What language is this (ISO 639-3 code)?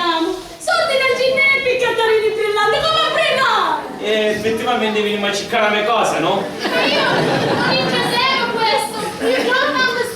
scn